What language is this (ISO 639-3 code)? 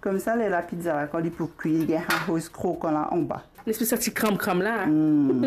mfe